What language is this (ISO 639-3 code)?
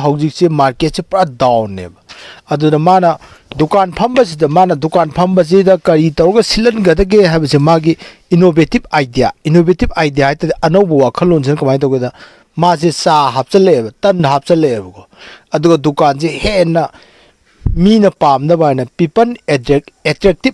mni